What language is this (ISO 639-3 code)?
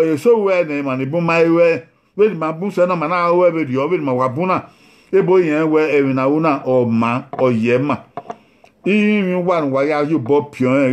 bin